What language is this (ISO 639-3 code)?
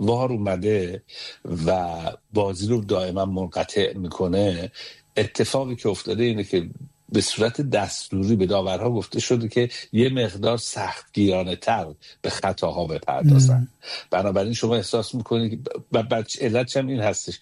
fas